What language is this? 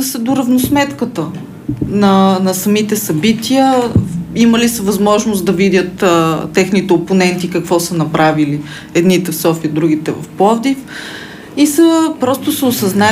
Bulgarian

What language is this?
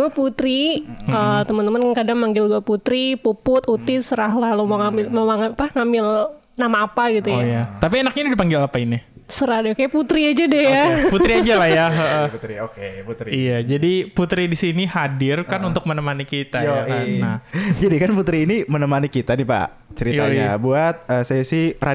Indonesian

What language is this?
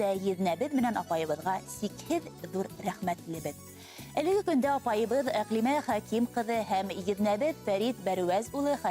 Bashkir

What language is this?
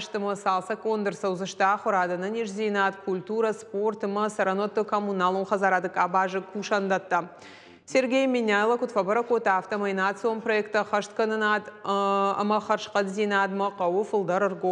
Ossetic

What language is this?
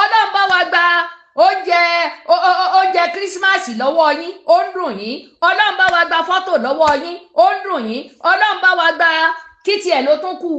Yoruba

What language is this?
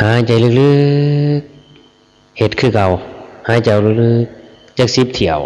Lao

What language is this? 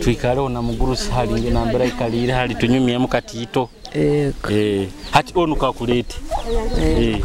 Nyoro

